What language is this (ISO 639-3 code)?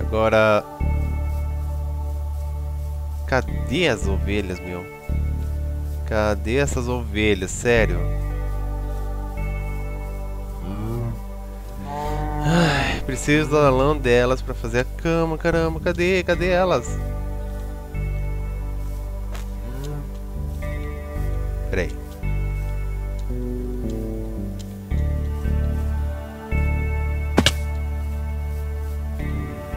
por